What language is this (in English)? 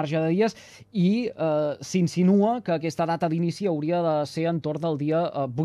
Catalan